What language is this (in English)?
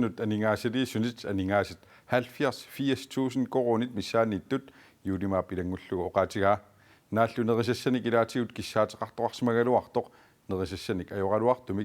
Kalaallisut